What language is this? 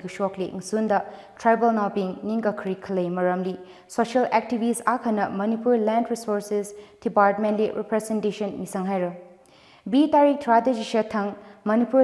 Tangkhul Naga (India)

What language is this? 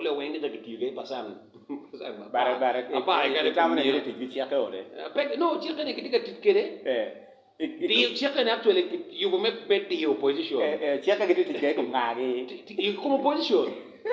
Acoli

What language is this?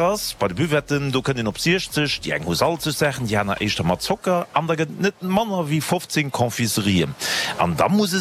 Luxembourgish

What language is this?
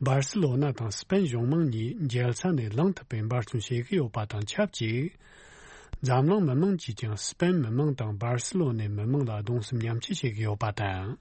Tibetan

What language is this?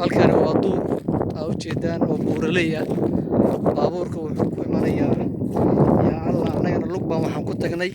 Somali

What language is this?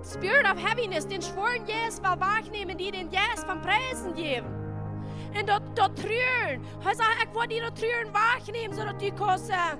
Plautdietsch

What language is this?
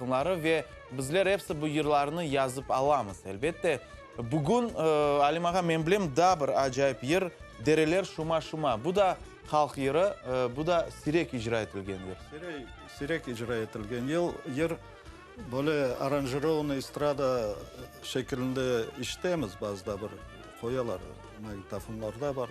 Crimean Tatar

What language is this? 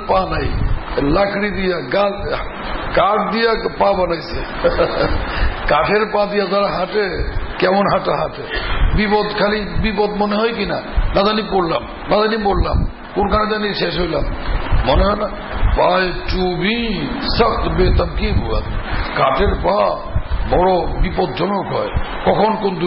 Bangla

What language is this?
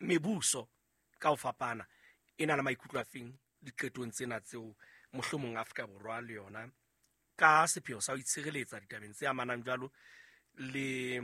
Southern Sotho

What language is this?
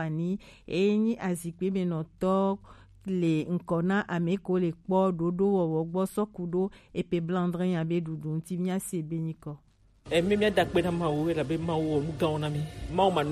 Gen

